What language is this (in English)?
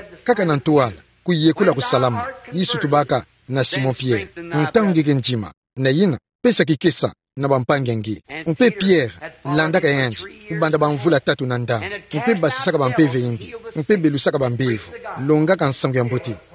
Kituba (Democratic Republic of Congo)